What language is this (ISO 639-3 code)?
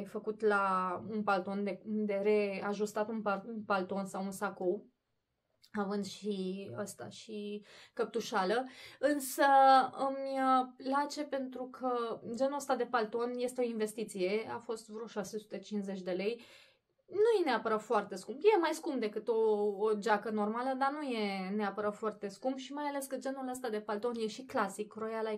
ron